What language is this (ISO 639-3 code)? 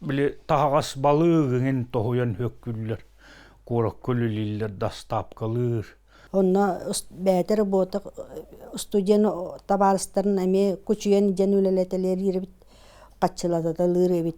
sah